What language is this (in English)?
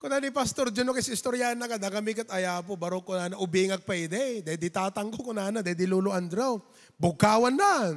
Iloko